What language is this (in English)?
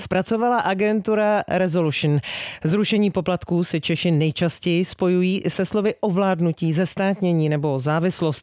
Czech